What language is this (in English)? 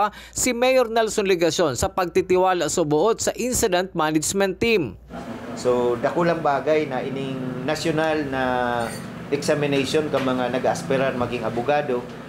Bikol